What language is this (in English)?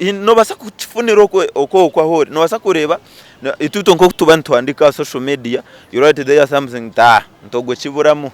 Nyankole